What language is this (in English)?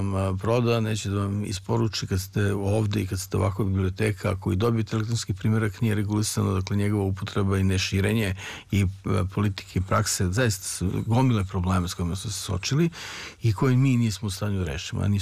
Serbian